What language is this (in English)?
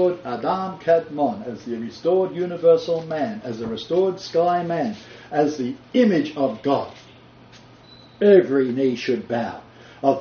English